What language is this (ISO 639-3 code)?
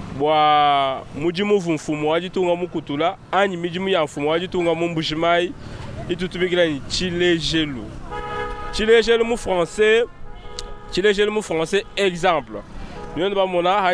lua